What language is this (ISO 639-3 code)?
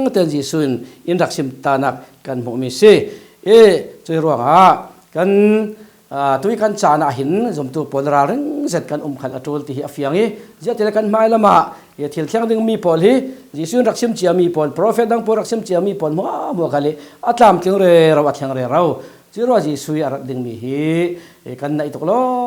cfm